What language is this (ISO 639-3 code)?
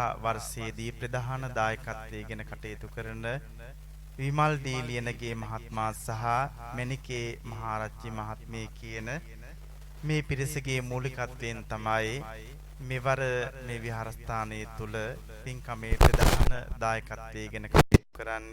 sin